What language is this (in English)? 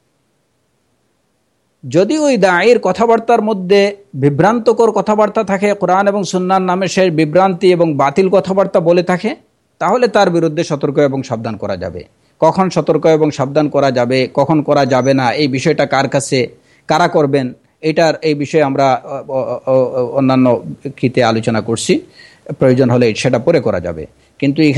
Bangla